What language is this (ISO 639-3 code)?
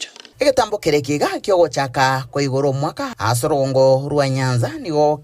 guz